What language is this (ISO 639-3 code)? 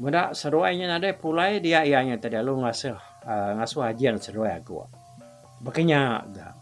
iba